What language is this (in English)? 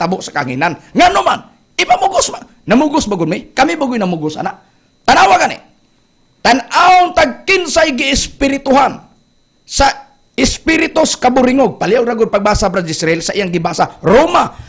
Cebuano